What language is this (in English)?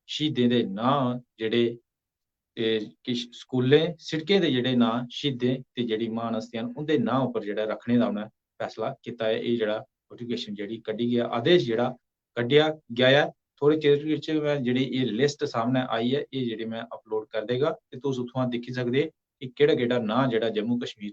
Dogri